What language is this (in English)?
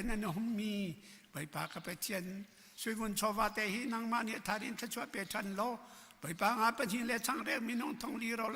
Hakha Chin